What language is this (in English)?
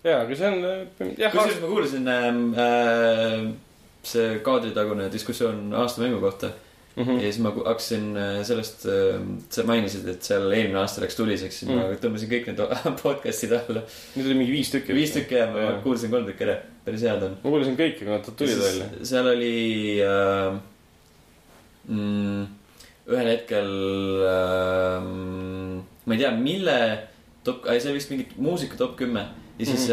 Estonian